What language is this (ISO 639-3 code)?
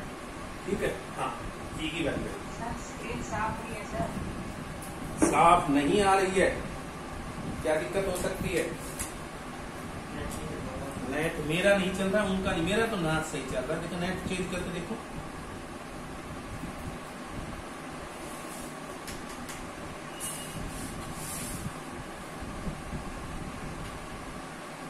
hin